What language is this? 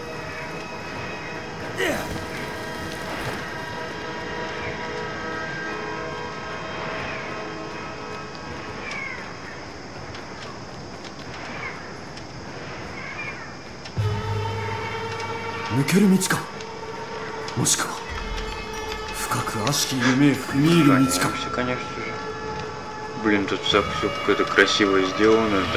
Russian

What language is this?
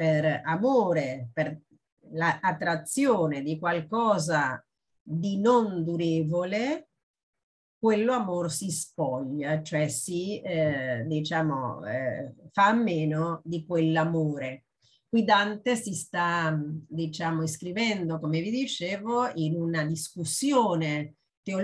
Italian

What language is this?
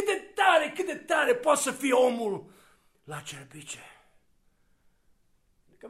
Romanian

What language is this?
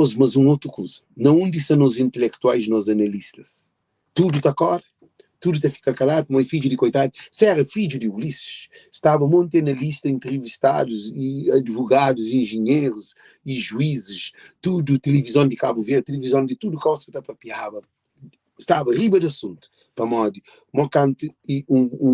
Kabuverdianu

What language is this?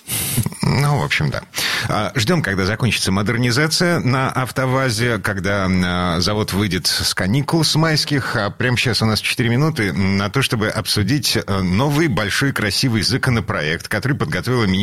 Russian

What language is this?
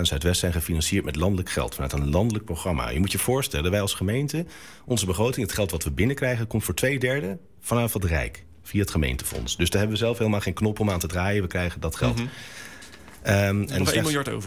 Dutch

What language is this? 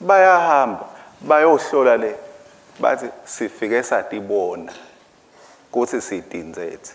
Swati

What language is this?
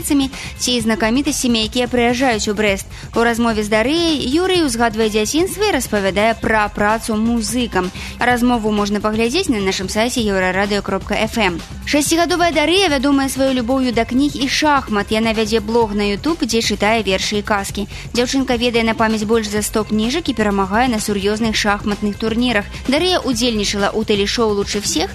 Belarusian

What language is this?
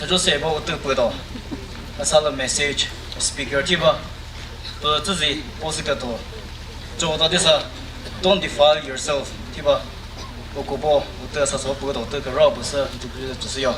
Chokri Naga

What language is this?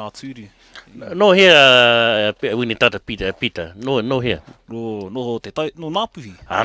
Māori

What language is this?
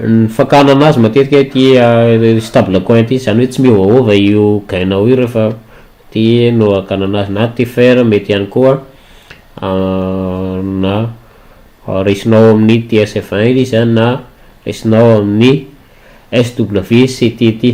Malagasy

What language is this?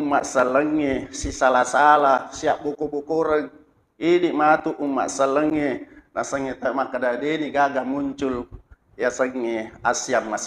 Buginese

